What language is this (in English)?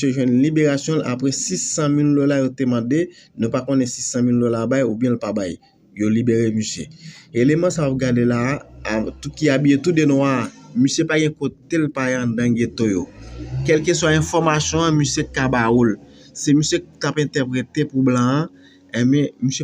Haitian Creole